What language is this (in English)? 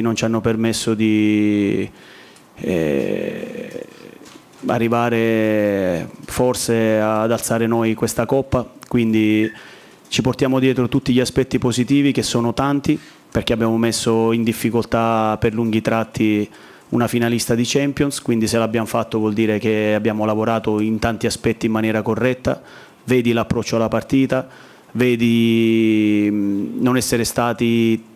Italian